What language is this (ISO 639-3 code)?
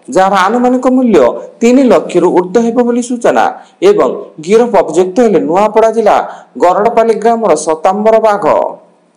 ori